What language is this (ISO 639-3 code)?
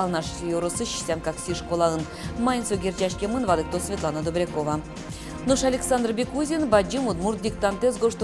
udm